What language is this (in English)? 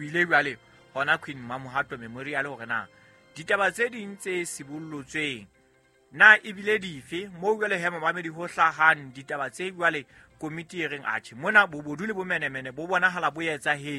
Southern Sotho